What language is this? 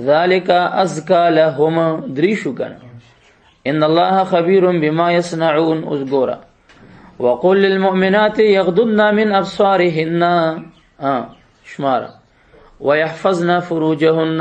Pashto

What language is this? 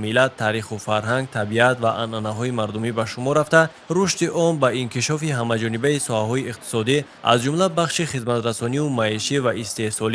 Tajik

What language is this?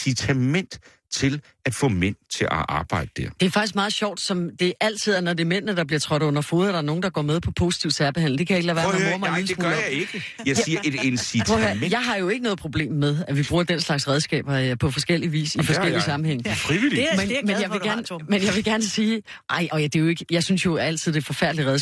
Danish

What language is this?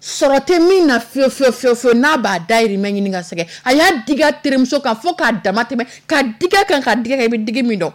Dyula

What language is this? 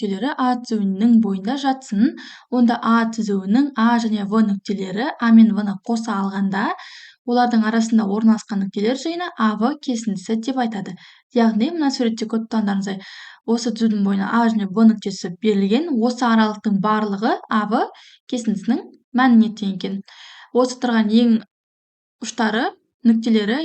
Kazakh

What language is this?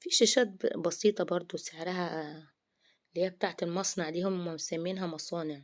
Egyptian Arabic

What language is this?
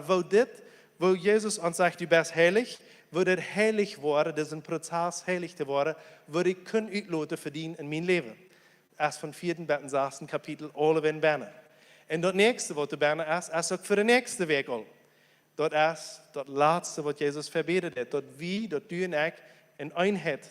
Plautdietsch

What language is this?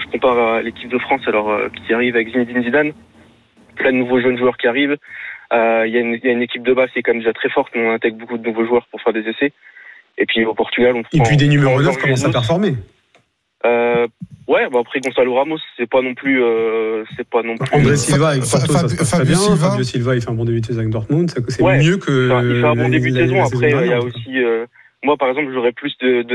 French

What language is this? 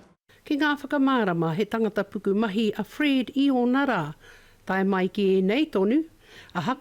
Māori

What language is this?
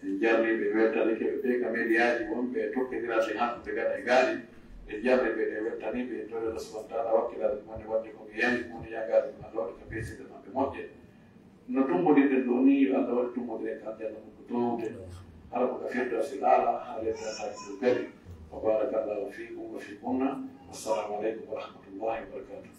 Fula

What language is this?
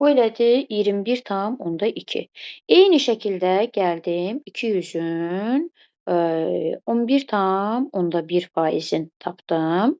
Azerbaijani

